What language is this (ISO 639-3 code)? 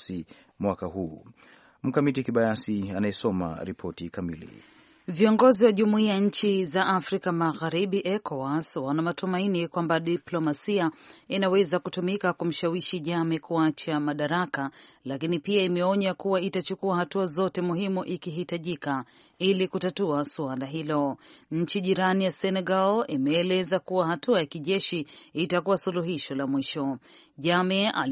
swa